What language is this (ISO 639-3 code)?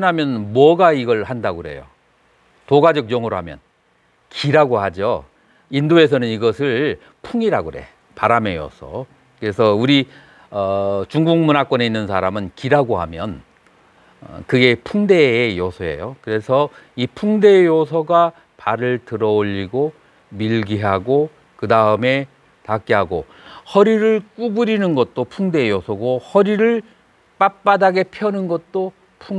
kor